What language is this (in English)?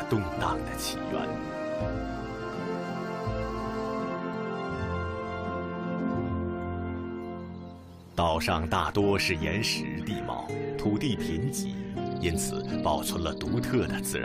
Chinese